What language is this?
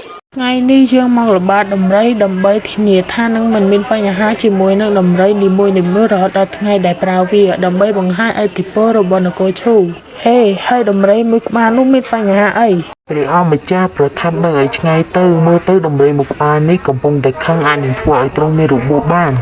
Khmer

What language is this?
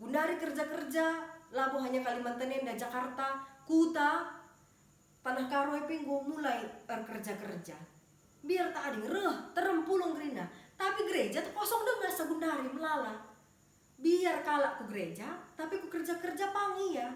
Batak Karo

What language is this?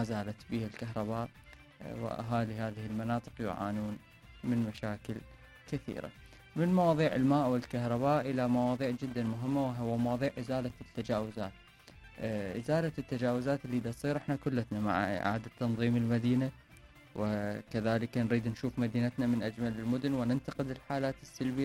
Mesopotamian Arabic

